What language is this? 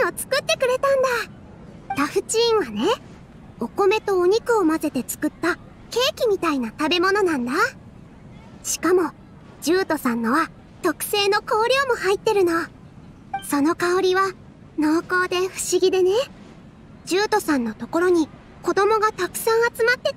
Japanese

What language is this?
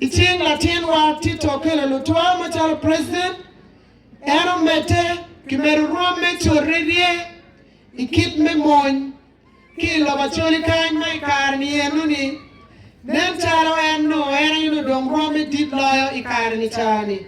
Acoli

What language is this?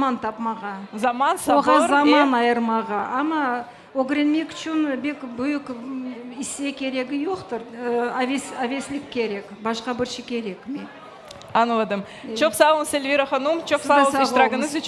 Crimean Tatar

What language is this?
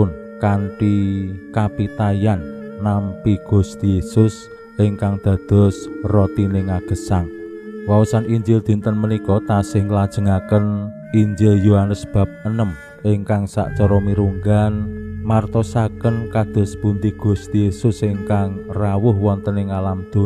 Javanese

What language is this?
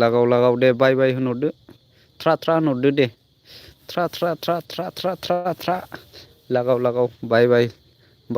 Bodo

